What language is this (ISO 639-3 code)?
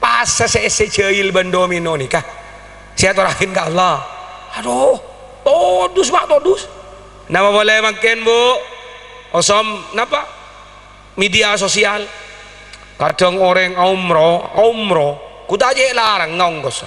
mad